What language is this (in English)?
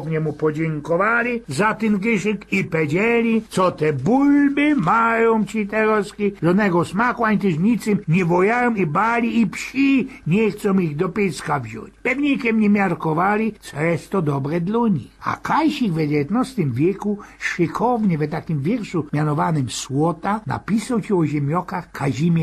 Silesian